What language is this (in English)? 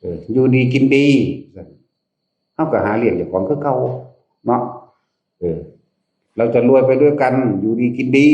Northeastern Thai